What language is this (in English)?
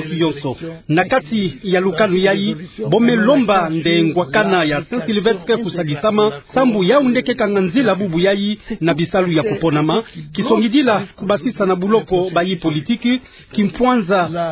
Kituba (Democratic Republic of Congo)